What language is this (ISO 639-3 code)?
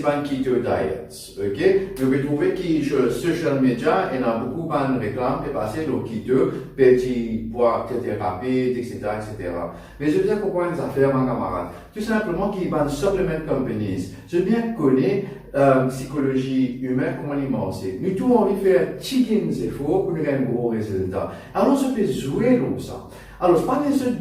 mfe